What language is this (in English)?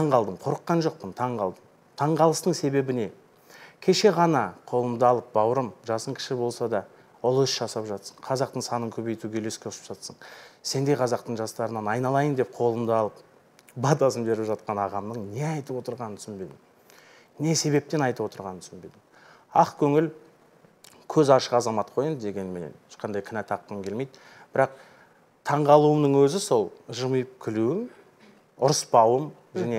Kazakh